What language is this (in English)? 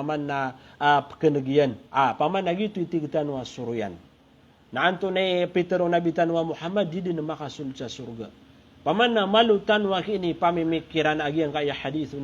Maranao